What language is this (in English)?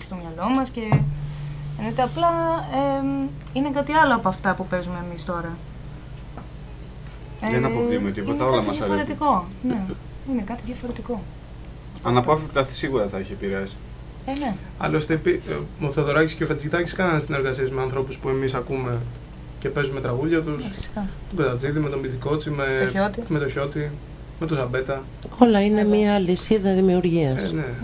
Greek